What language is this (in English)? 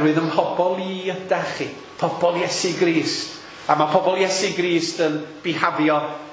Welsh